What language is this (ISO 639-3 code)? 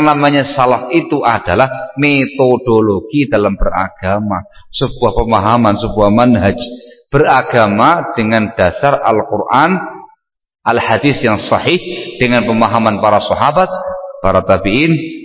ind